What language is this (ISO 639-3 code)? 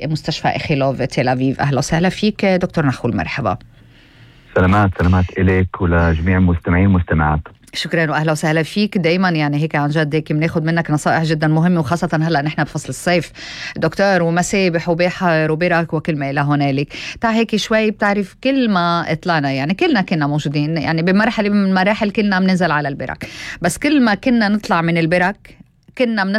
apc